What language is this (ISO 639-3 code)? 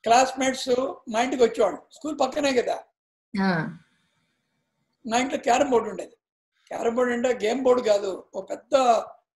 tel